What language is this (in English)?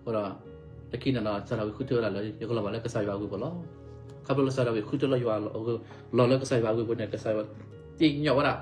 S'gaw Karen